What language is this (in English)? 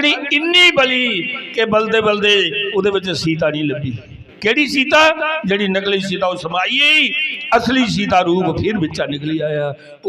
Dogri